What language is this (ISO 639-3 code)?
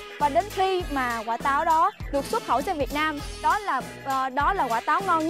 vie